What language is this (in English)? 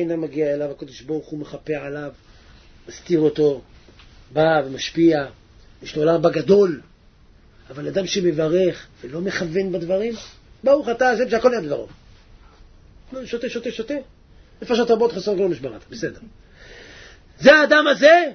Hebrew